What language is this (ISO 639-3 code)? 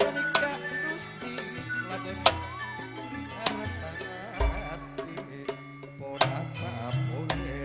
mad